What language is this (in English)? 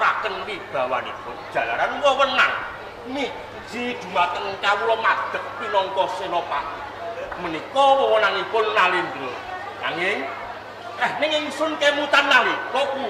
Javanese